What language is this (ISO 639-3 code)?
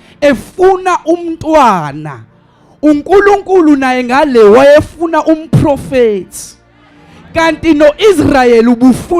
zul